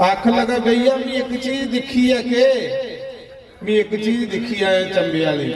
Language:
Dogri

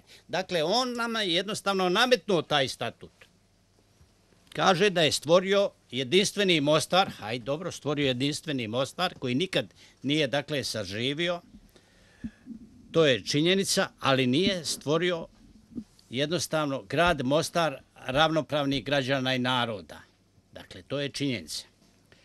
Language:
Bosnian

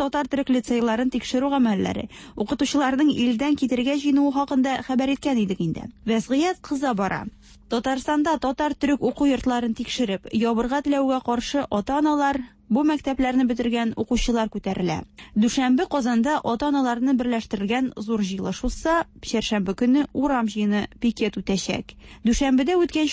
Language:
Tatar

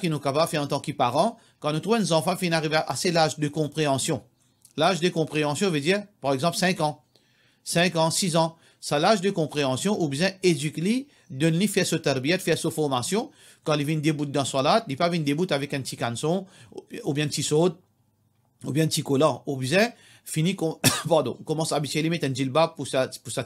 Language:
Morisyen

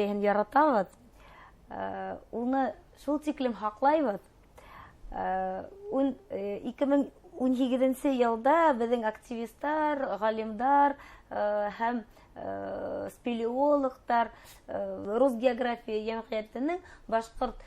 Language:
Bashkir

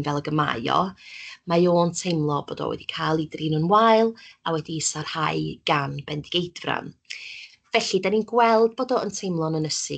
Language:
Welsh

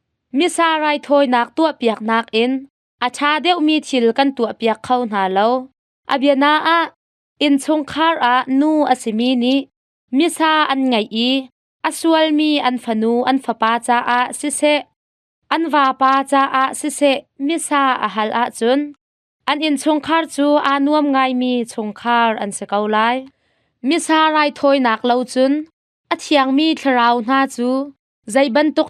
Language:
Hakha Chin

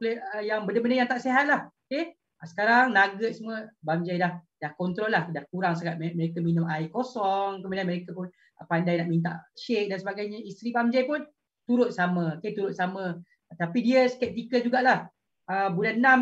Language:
Malay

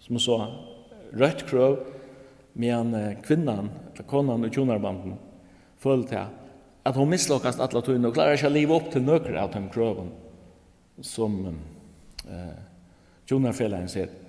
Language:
Faroese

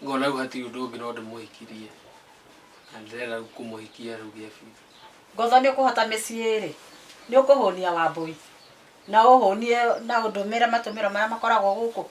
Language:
Kikuyu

